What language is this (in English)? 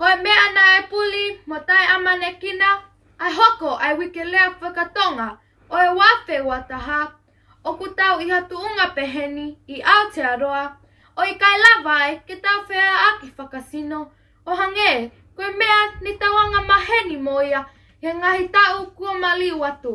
Tongan